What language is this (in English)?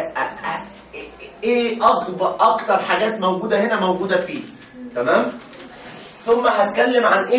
Egyptian Arabic